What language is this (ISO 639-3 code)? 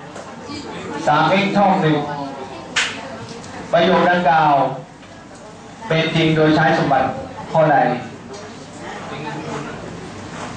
tha